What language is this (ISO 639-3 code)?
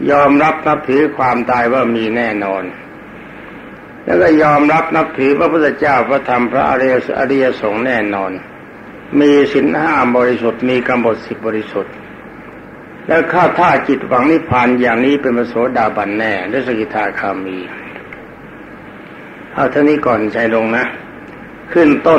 tha